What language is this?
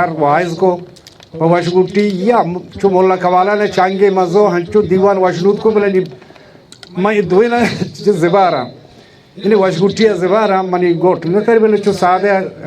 Baluchi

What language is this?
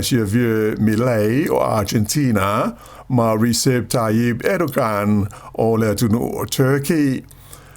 Samoan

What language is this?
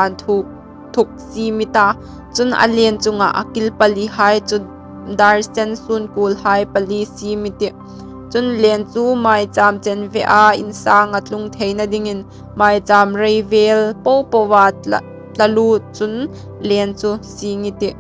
Hmar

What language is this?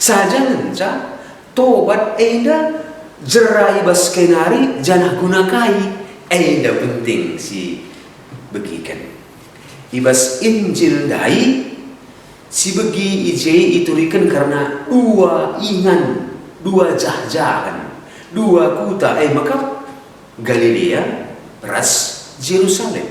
Batak Karo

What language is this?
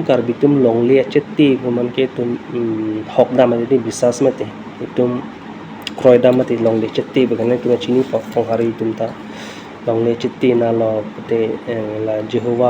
Karbi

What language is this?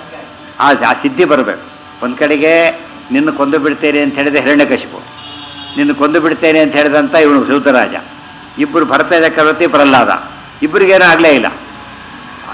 Kannada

